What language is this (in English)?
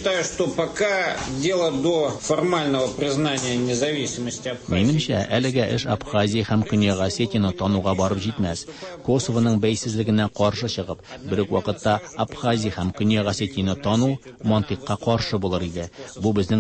Tatar